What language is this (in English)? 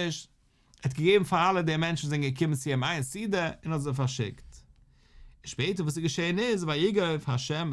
Yiddish